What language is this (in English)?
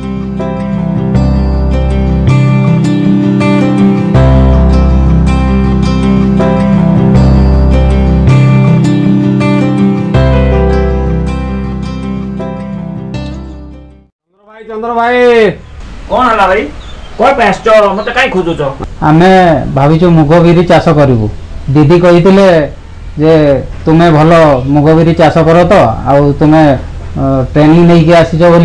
Odia